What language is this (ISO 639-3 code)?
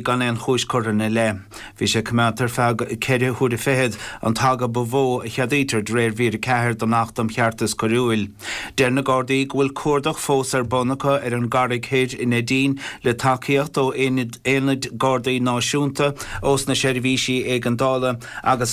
gle